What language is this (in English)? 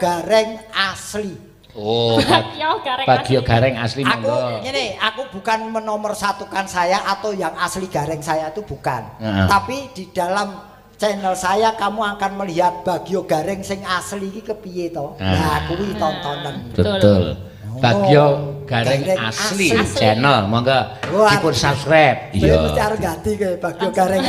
Javanese